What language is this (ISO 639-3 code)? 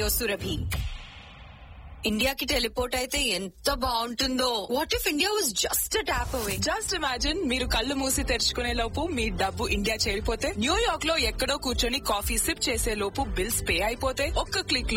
tel